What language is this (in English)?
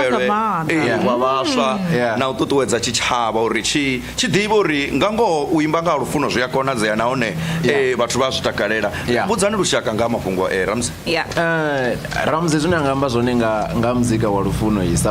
Venda